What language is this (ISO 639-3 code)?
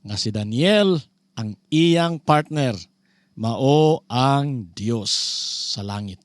ceb